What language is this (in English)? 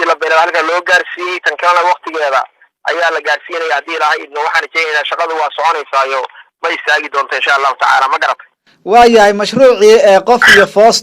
Somali